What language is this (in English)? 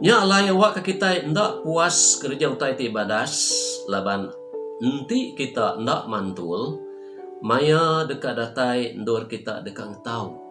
Iban